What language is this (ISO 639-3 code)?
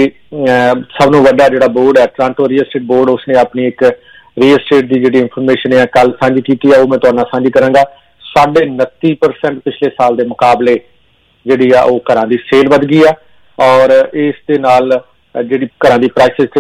pan